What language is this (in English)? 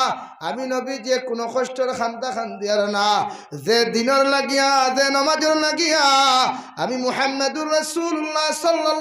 Sylheti